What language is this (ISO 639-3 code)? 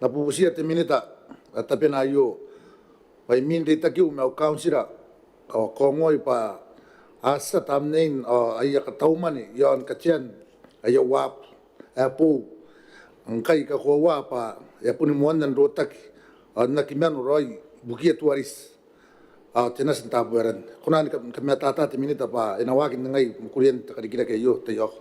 gil